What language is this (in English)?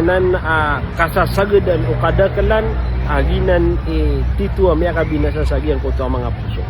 Maranao